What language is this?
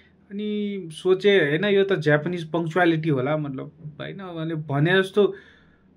Nepali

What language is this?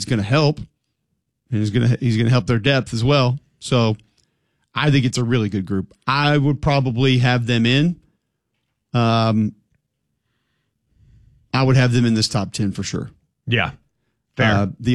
English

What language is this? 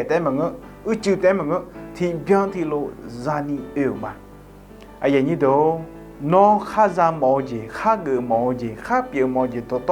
Akha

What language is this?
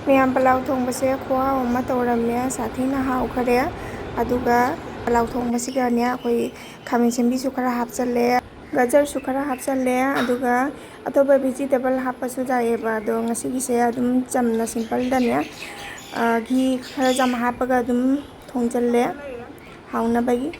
Manipuri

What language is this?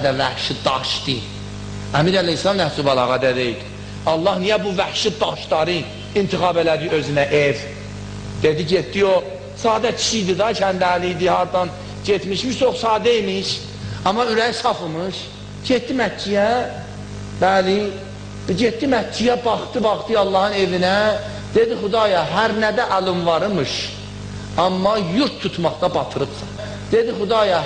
Azerbaijani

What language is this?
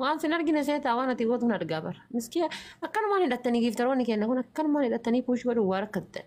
Oromo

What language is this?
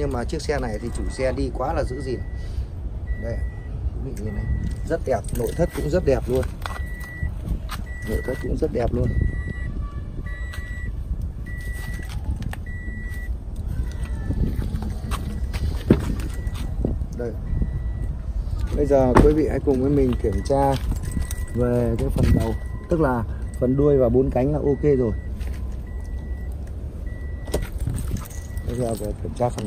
Vietnamese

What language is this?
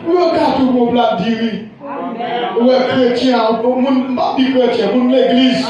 Haitian Creole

